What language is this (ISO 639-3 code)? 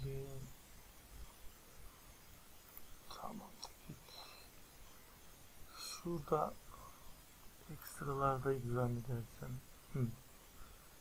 tur